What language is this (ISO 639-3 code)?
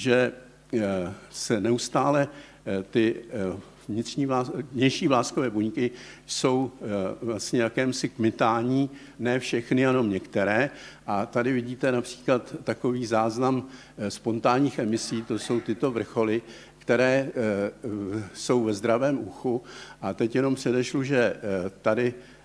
ces